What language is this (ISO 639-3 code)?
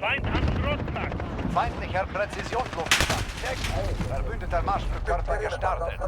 bar